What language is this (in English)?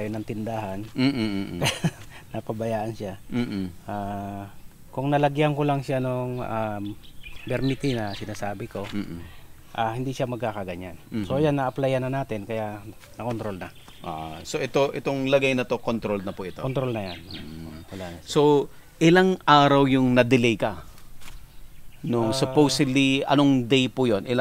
Filipino